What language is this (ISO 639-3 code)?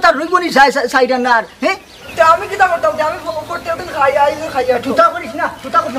syl